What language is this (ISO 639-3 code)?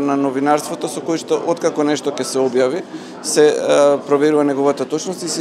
mkd